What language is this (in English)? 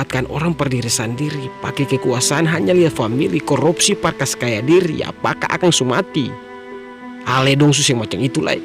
Ambonese Malay